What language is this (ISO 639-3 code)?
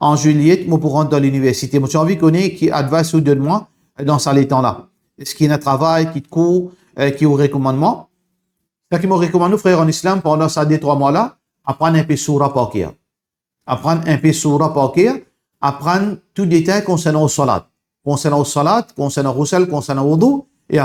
mfe